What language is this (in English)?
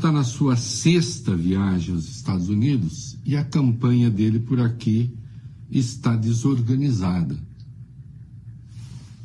Portuguese